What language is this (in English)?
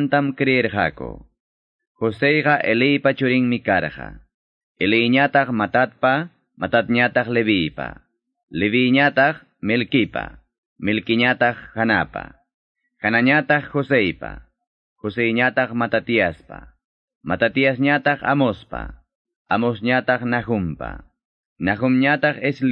Quechua